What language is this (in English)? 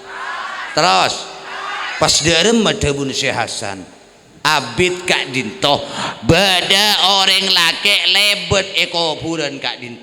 Madurese